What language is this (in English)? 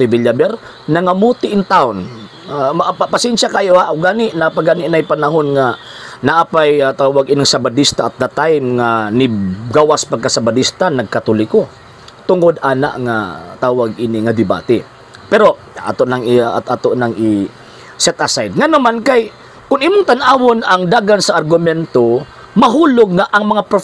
Cebuano